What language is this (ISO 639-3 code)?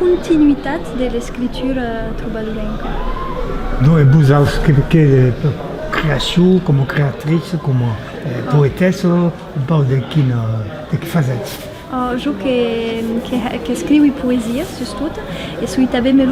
oci